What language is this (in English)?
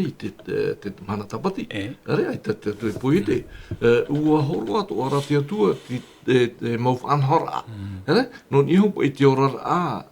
Tahitian